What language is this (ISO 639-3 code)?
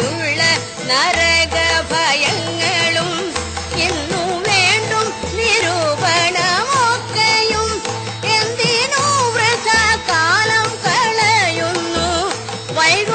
mal